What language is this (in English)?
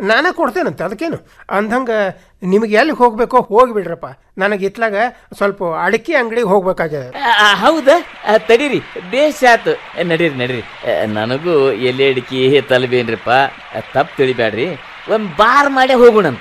Kannada